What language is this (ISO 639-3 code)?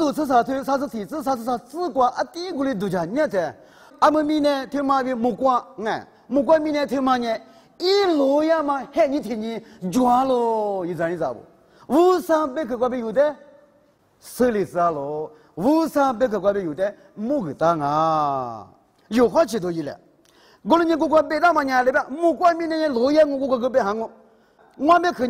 lis